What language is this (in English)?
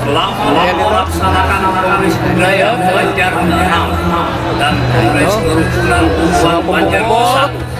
Banjar